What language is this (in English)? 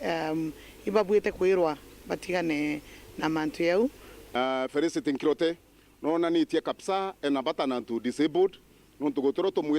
Meru